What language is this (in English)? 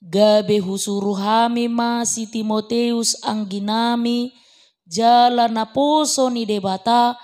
Batak Toba